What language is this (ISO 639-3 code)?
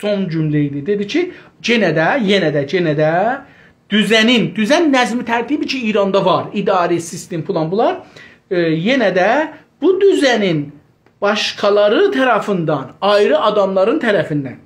azb